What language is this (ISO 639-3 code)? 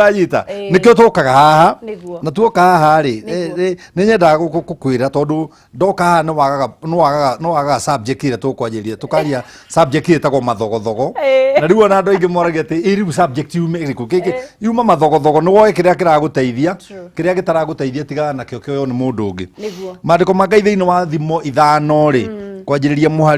kik